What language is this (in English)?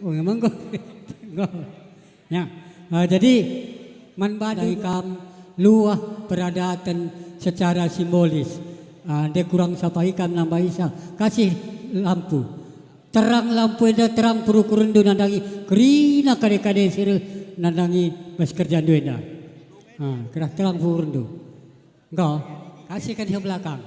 Batak Karo